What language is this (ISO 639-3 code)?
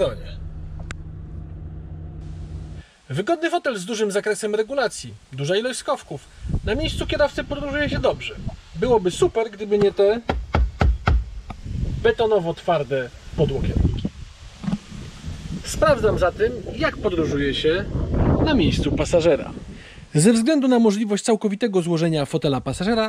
pol